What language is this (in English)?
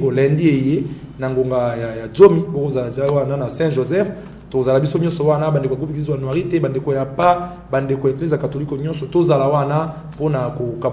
Lingala